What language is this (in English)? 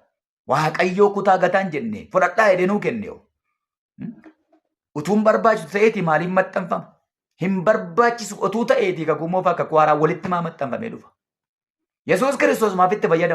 Oromo